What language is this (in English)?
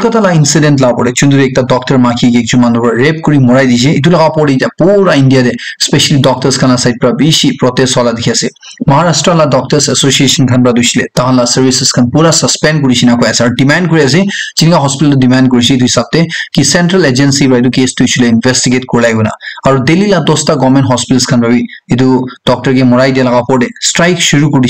Naga Pidgin